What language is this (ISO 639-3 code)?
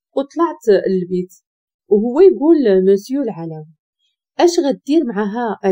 ary